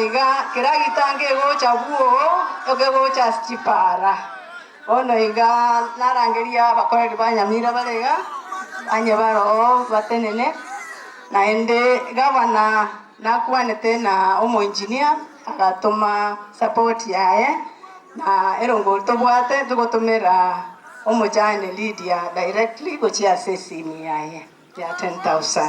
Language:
Gusii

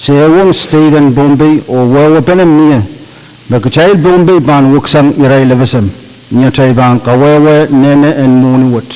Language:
Pohnpeian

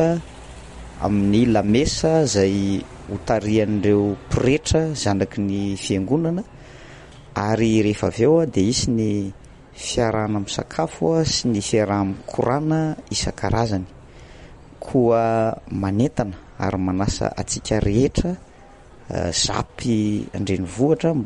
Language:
Malagasy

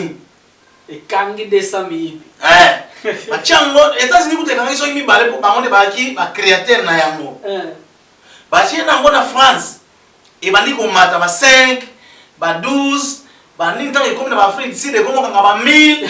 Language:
Lingala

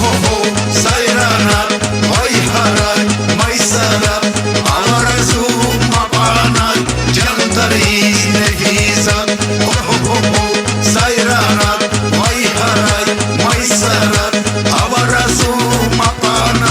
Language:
Tabassaran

